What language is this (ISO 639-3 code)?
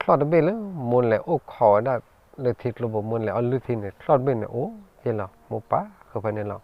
ksw